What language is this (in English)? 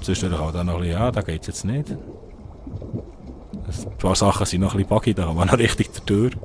Swiss German